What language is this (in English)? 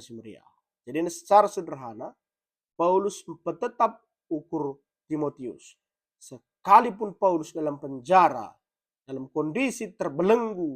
Batak Karo